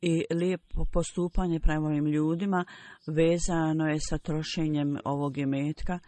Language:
Bosnian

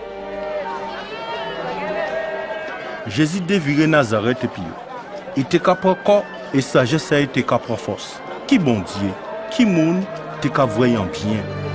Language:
Guadeloupean Creole French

